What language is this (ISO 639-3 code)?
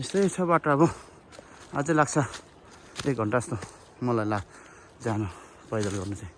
nep